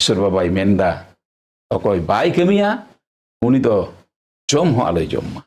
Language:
Santali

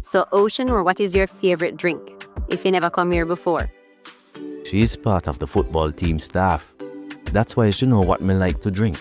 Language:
Jamaican Creole English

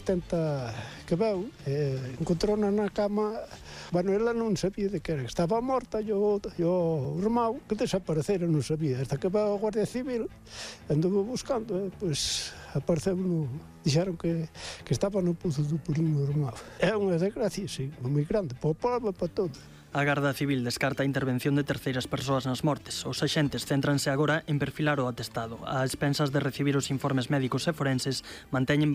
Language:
Galician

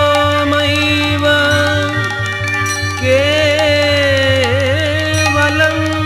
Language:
Bangla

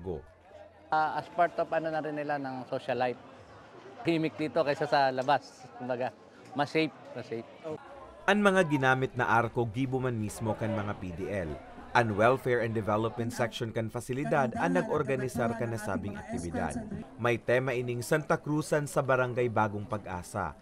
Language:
Bikol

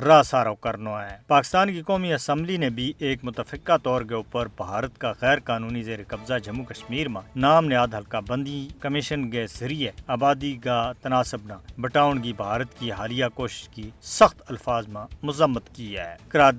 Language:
Gujari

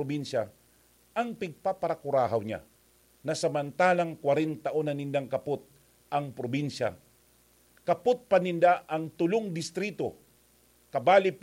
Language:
Bikol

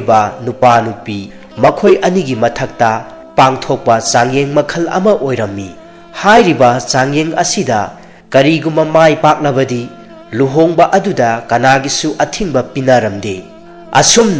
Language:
Manipuri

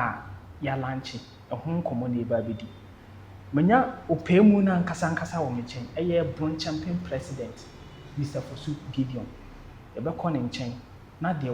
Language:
Akan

